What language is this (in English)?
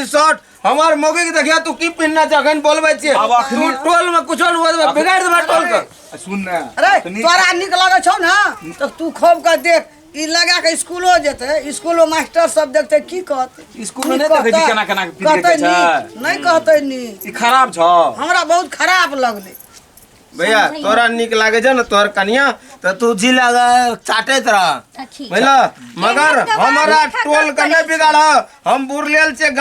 Maithili